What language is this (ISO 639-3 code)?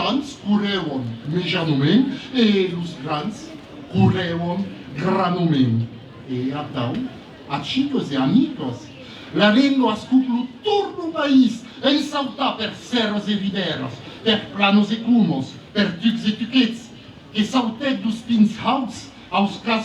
oci